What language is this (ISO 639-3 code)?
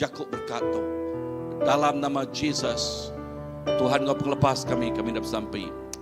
iba